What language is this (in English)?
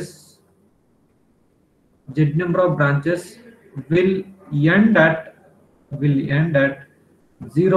English